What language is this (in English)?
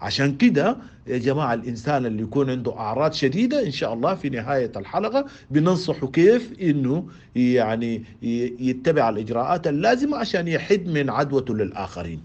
Sudanese Arabic